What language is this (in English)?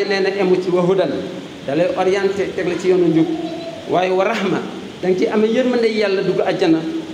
Wolof